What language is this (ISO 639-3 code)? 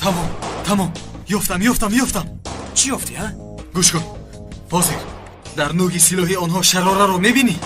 tgk